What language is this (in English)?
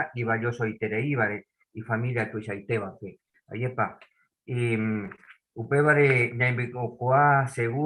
Guarani